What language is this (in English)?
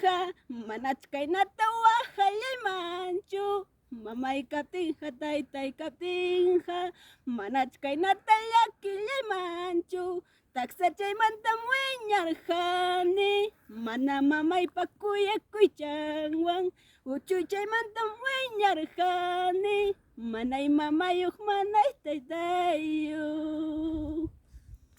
Ayacucho Quechua